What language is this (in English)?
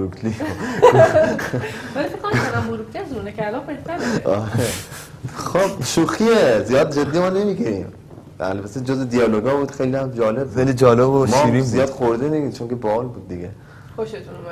Persian